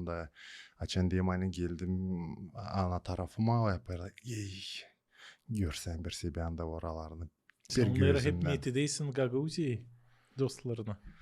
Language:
Gagauz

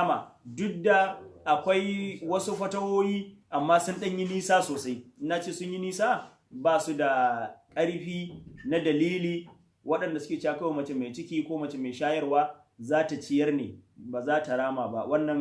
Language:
Hausa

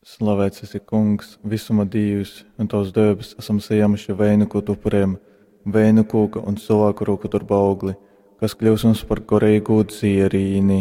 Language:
Latgalian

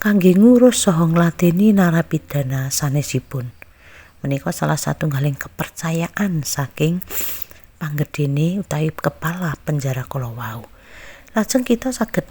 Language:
Javanese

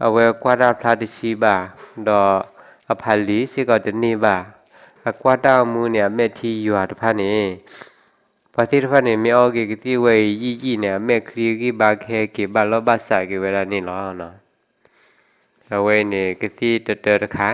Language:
S'gaw Karen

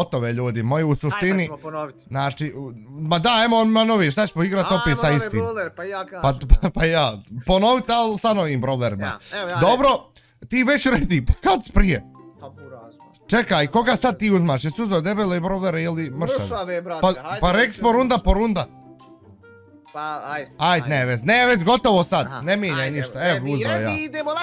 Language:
Bosnian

